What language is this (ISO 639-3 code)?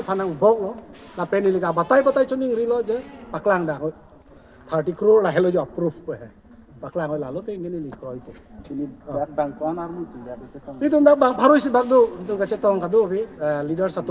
mjw